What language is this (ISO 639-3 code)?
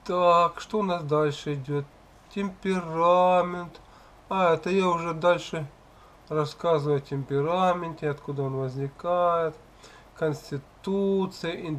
rus